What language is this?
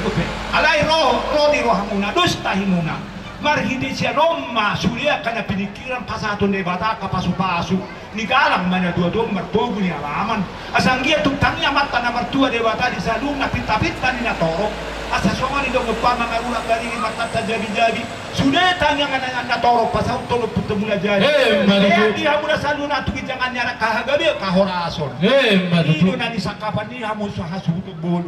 Batak Toba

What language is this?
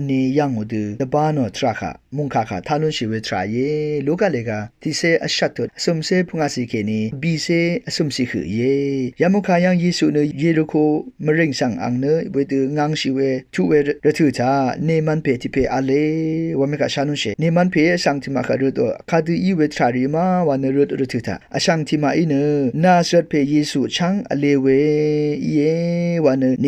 Rawang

